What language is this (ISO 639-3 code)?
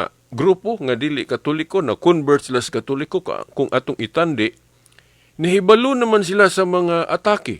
ceb